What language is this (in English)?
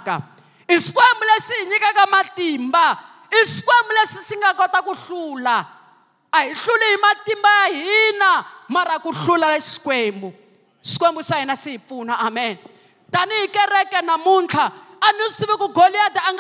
Tsonga